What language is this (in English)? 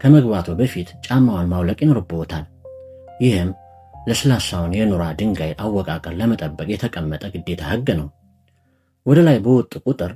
Amharic